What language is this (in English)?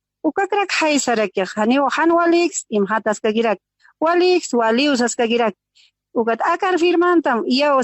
Aymara